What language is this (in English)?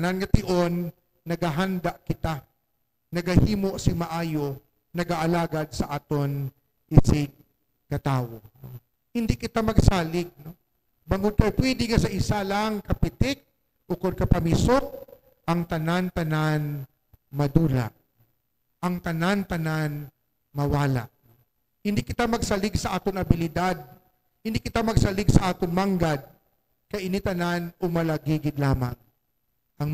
Hiligaynon